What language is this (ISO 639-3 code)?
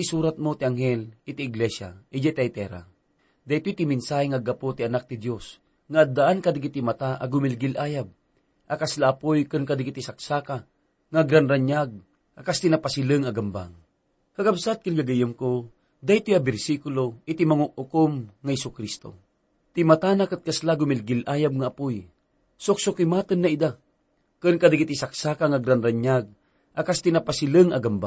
ilo